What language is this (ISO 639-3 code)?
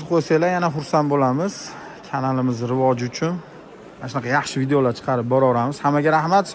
uzb